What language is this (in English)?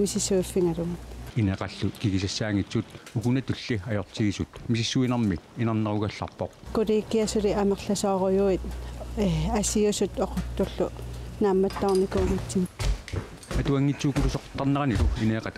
Kalaallisut